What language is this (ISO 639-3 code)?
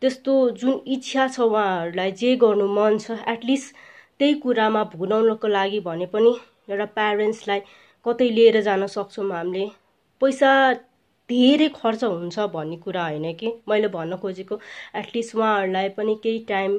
nep